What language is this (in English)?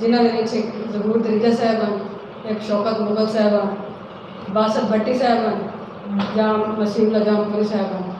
Saraiki